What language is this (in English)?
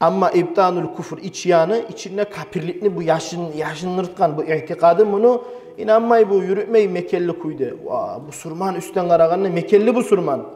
Kumyk